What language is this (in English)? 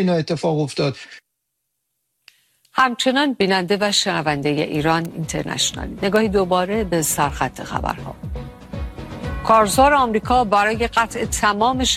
Persian